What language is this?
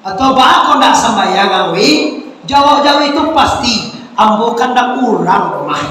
Minangkabau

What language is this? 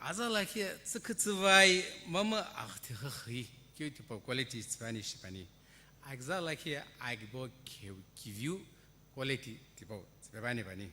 Sumi Naga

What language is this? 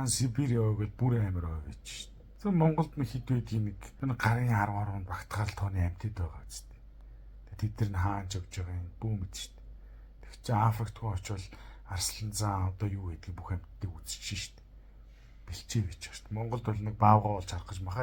Mongolian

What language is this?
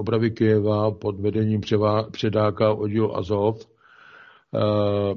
Czech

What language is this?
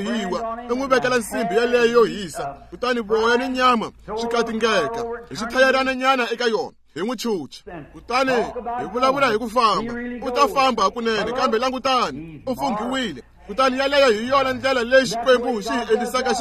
Tsonga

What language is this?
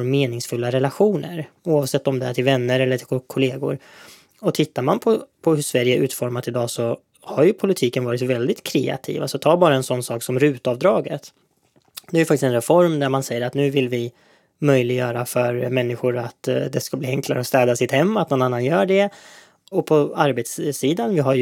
Swedish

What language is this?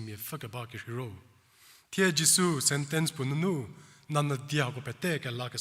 Angami Naga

